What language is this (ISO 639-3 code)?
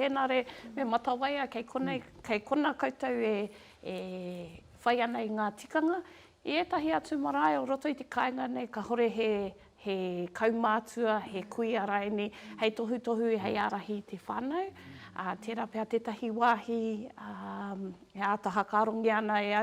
mri